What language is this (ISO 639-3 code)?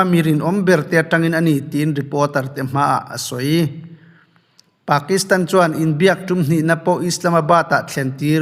lus